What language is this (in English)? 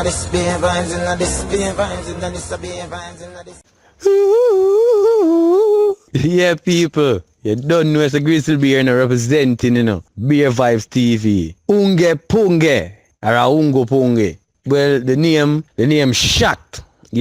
Jamaican Creole English